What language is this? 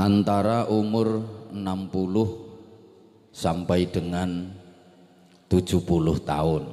Javanese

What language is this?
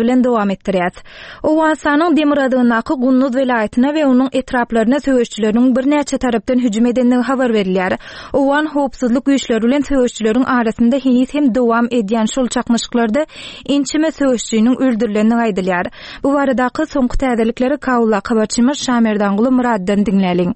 Turkmen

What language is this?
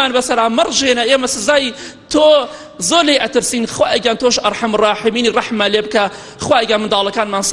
Central Kurdish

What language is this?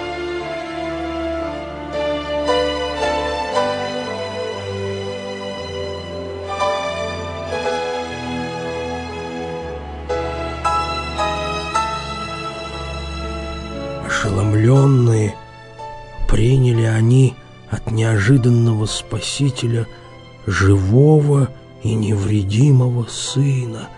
Russian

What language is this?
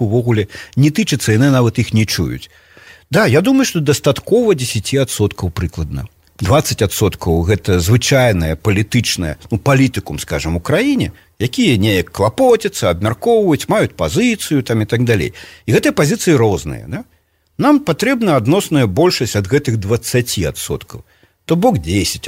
Belarusian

